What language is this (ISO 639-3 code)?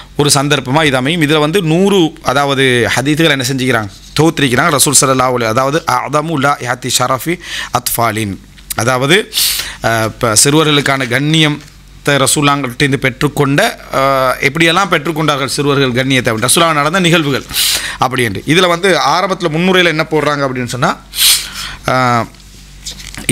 tam